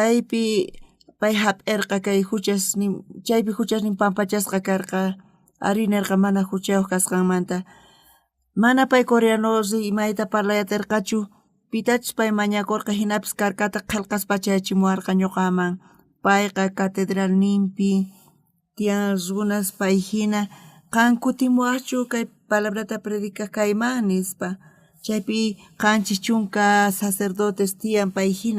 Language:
South Bolivian Quechua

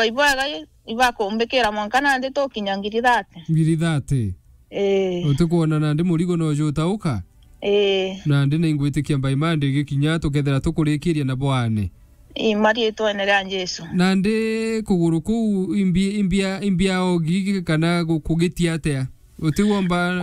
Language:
Meru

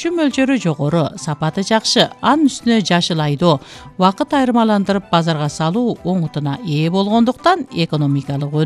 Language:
Kyrgyz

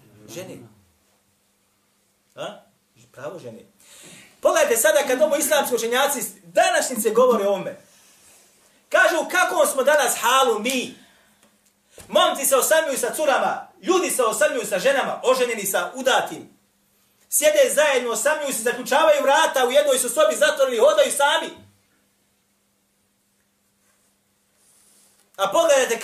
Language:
Bosnian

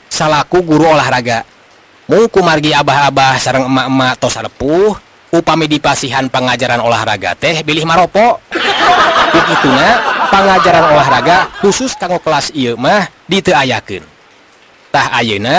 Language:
Sundanese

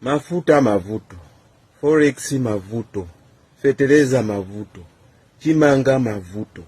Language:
Nyanja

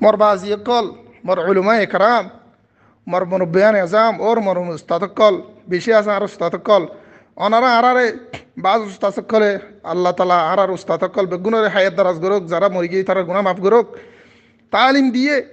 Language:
Rohingya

